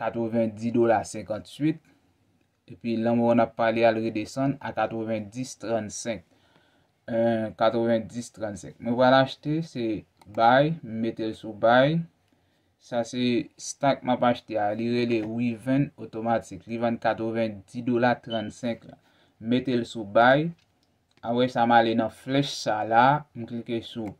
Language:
Haitian Creole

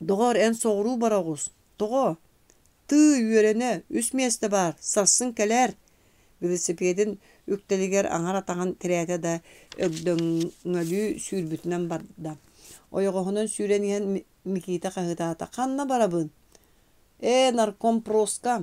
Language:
Yakut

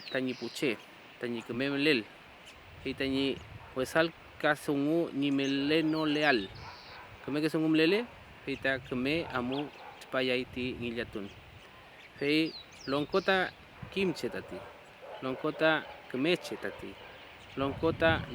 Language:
Mapuche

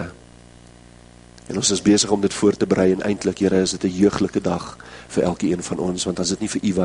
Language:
Afrikaans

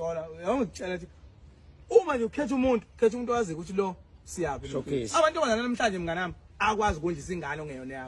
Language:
Zulu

